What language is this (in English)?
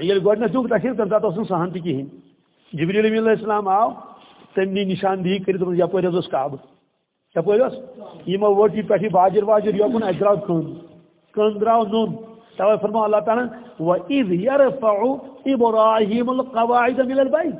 Kashmiri